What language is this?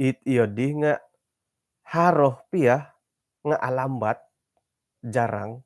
Central Dusun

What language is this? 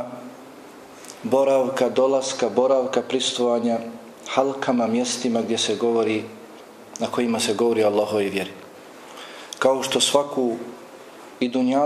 Bosnian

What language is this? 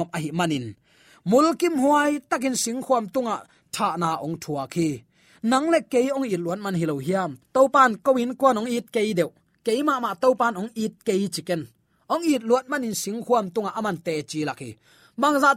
Tedim Chin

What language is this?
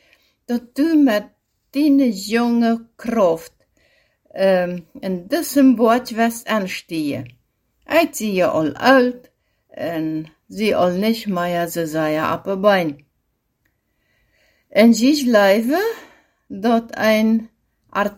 German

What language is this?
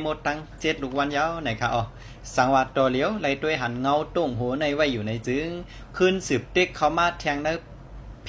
Lao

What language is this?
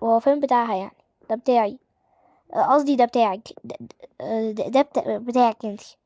Egyptian Arabic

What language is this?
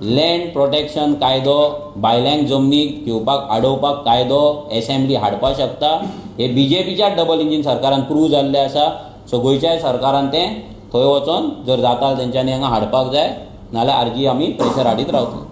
Konkani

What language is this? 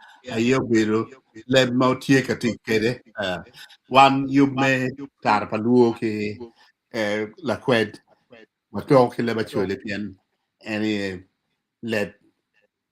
Acoli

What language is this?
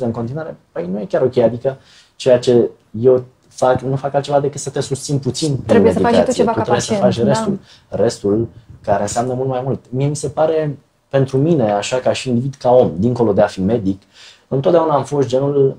Romanian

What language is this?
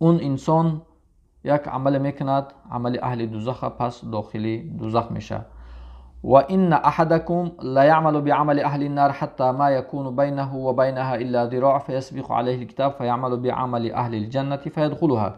Tajik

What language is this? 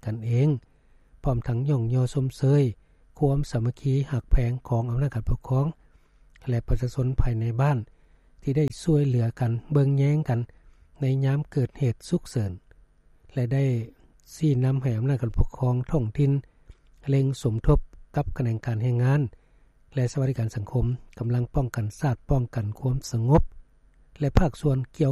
Lao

